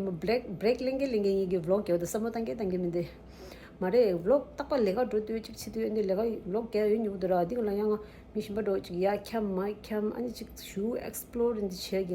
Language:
Tibetan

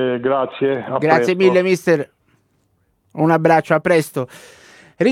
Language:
Italian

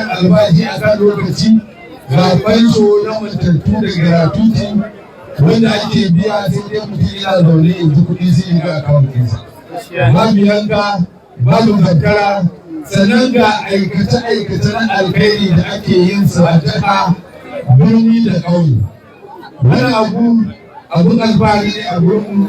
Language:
Hausa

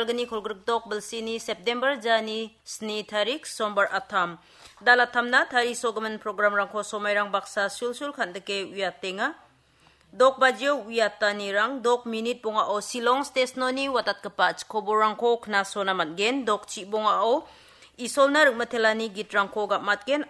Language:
Garo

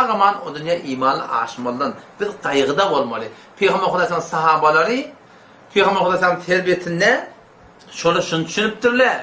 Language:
Turkmen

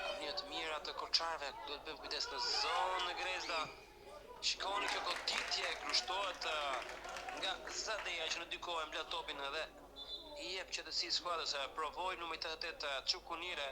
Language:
Albanian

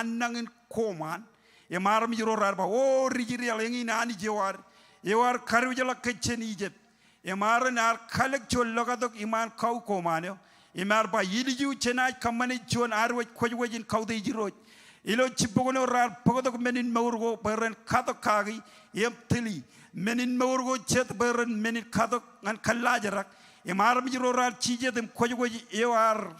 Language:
Marshallese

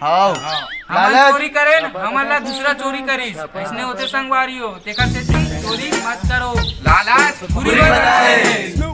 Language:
Chhattisgarhi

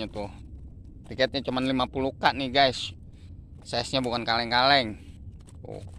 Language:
Indonesian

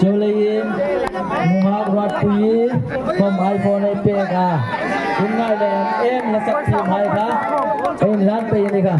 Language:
Hmar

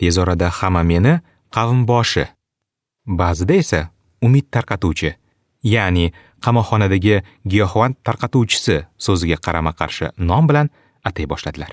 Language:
Uzbek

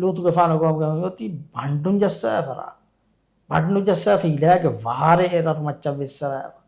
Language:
Divehi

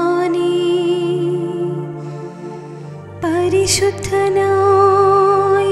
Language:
Malayalam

